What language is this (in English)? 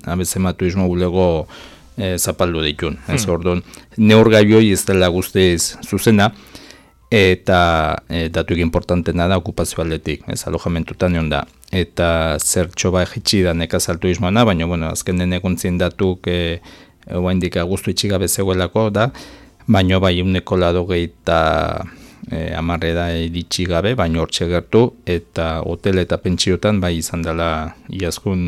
Basque